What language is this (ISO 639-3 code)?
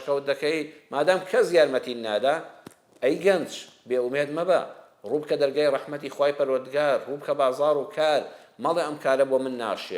ckb